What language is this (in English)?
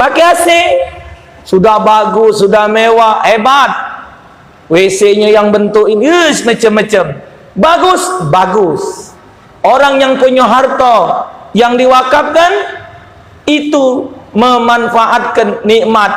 Musi